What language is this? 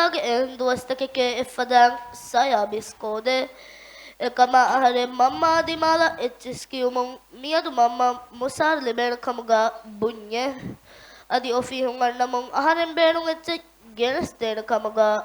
Divehi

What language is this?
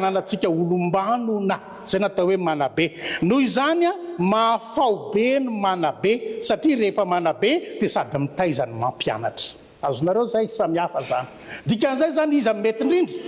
Malagasy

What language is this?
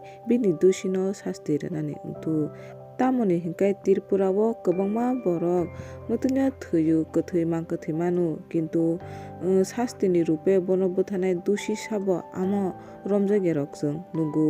Kok Borok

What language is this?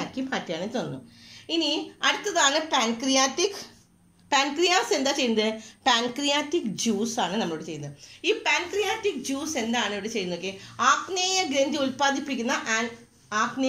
Malayalam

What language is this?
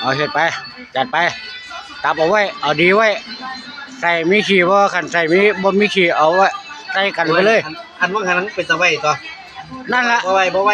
Northeastern Thai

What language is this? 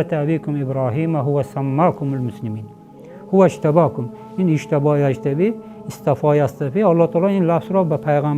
Tajik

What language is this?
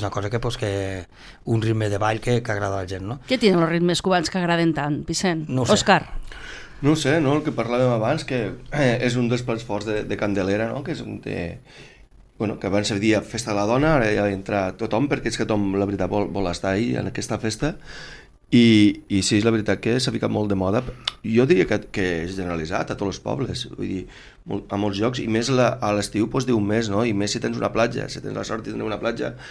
Catalan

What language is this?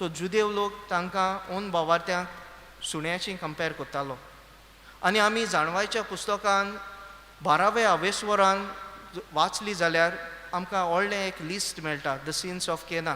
Konkani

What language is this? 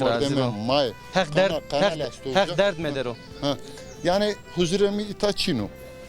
Zaza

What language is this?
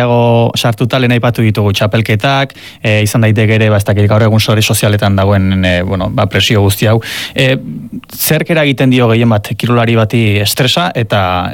Basque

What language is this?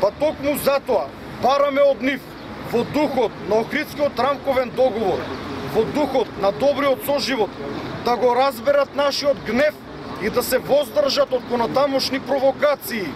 Macedonian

